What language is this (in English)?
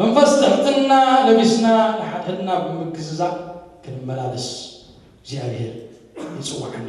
Tigrinya